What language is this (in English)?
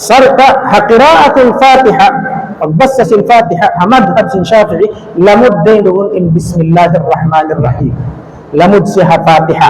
Tausug